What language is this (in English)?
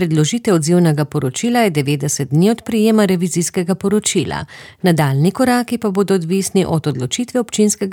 Slovenian